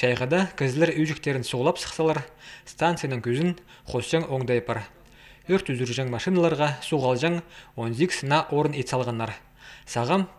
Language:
Khakas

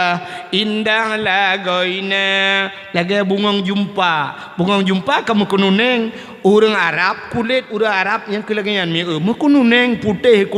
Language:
Achinese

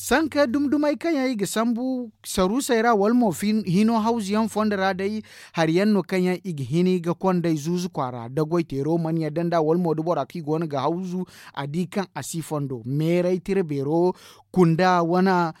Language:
Zarma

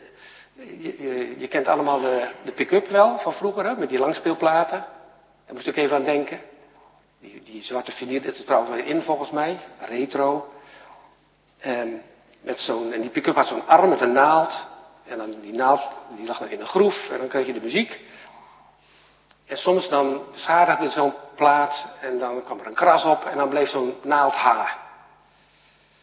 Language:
Dutch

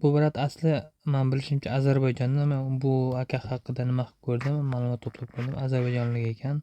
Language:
Uzbek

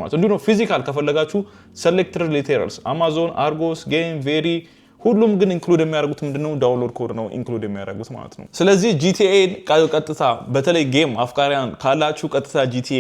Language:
Amharic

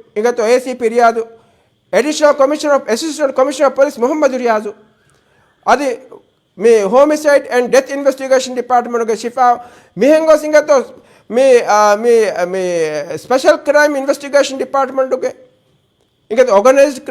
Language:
Divehi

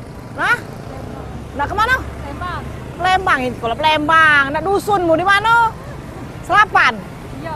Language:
Musi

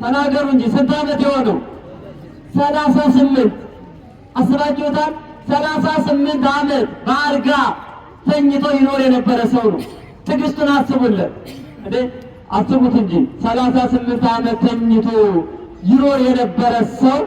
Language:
Amharic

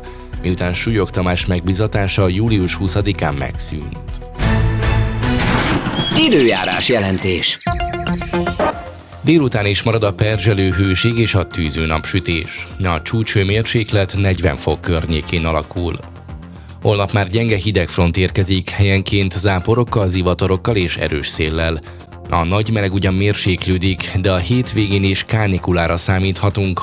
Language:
Hungarian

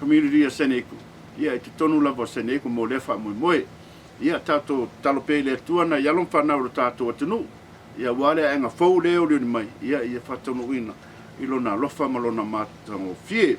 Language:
Samoan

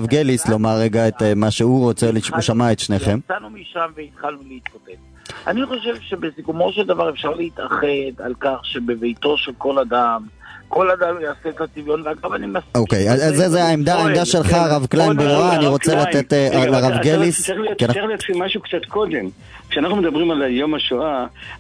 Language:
Hebrew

